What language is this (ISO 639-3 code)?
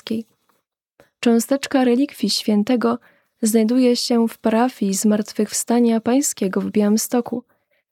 pol